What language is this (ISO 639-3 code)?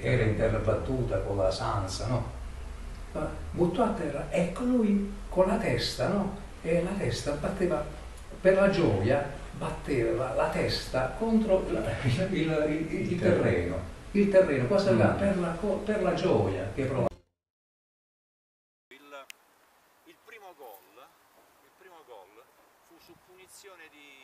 ita